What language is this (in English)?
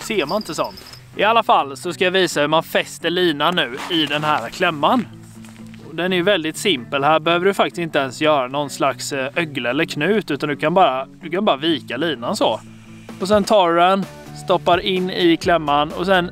Swedish